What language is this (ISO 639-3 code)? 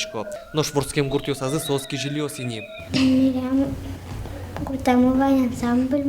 udm